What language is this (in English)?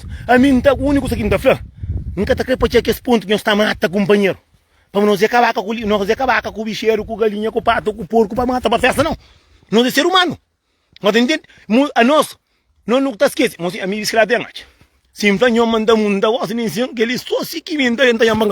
Kabuverdianu